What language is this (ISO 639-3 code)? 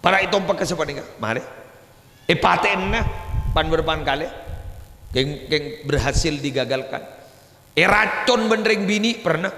mad